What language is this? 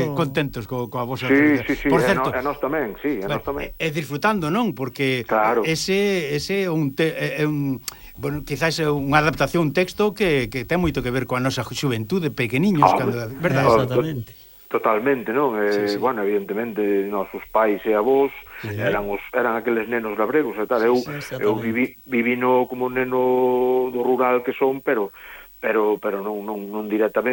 Galician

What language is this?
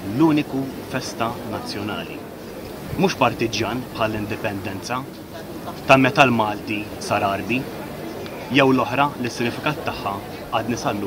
Maltese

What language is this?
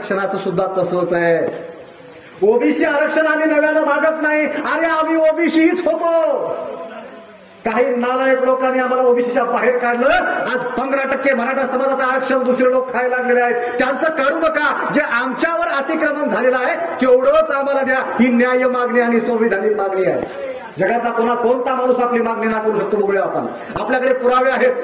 Marathi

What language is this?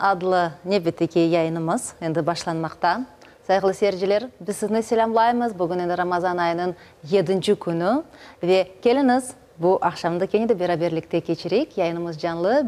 Crimean Tatar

